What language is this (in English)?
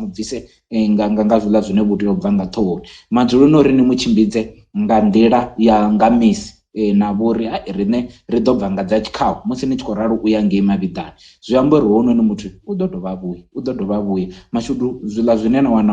Venda